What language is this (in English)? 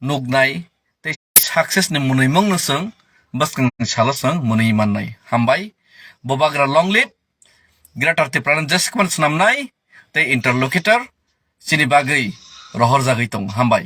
Kok Borok